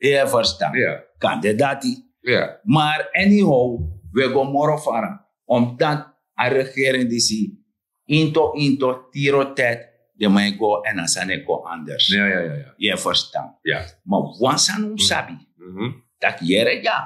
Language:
Sranan Tongo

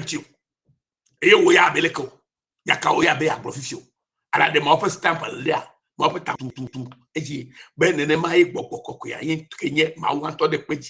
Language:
Ewe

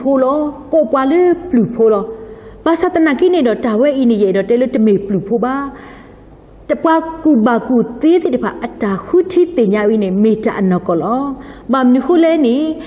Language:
S'gaw Karen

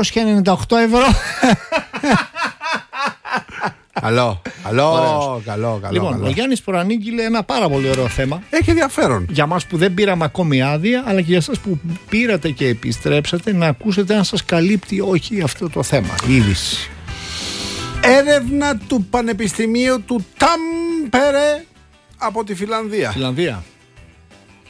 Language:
Greek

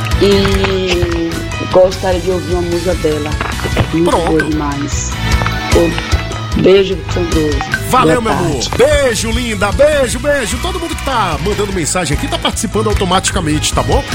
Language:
Portuguese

